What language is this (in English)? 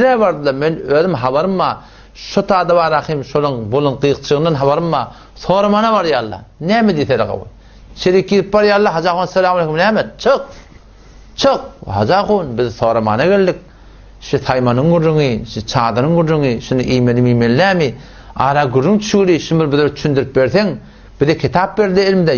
Turkmen